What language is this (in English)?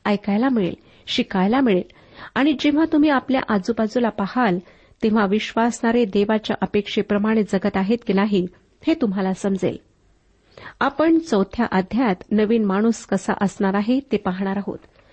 Marathi